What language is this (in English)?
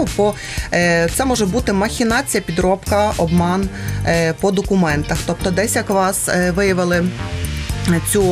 Ukrainian